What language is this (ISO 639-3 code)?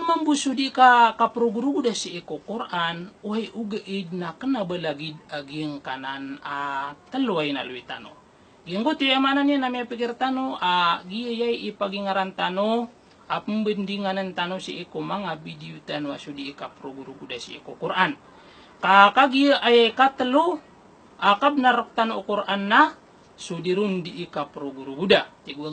mrw